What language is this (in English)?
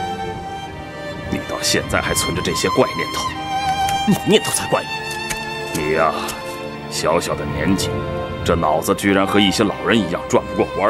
Chinese